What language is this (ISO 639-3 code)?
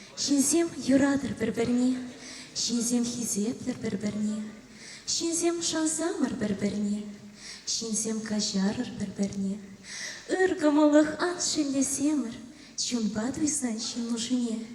chv